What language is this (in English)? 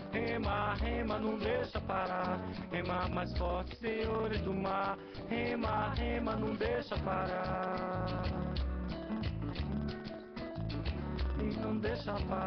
Portuguese